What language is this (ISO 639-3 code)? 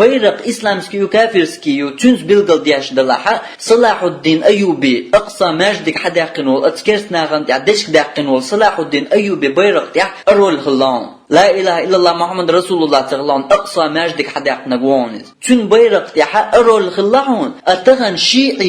che